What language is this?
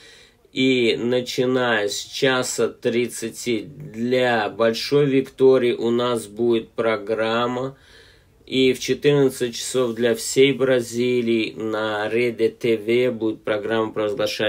Russian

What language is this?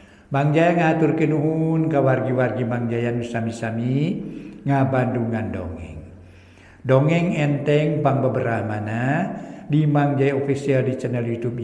Sundanese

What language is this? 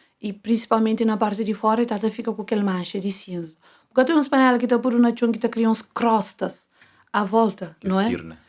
Kabuverdianu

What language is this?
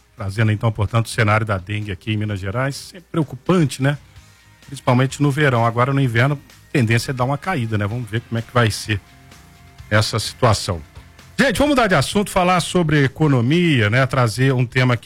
Portuguese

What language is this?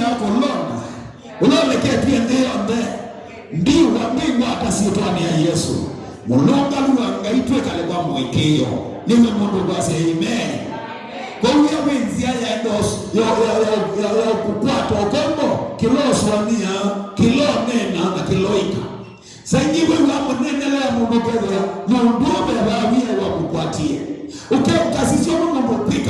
Kamba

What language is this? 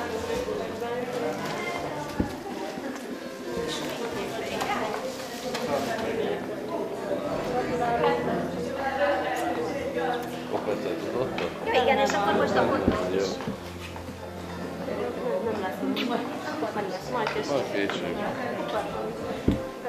Hungarian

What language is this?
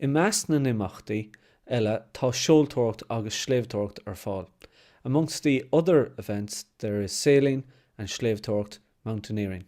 Irish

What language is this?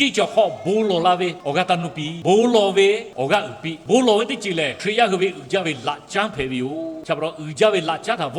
Lahu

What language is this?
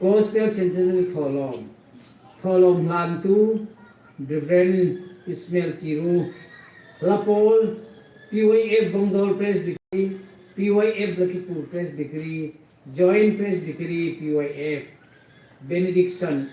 Hmar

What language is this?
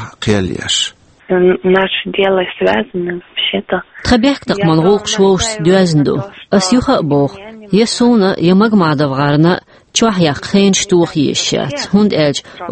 Chechen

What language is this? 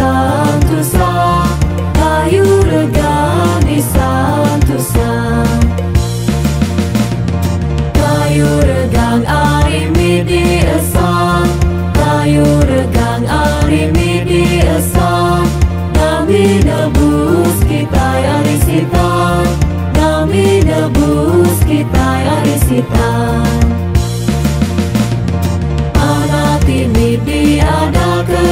Iban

